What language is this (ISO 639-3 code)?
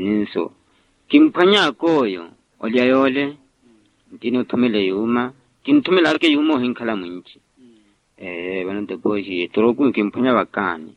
vmw